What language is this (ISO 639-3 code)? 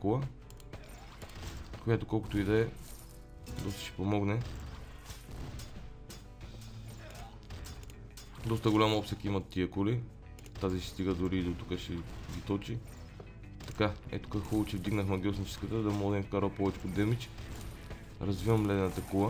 bul